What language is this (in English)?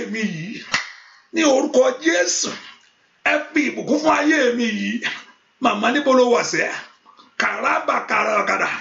Yoruba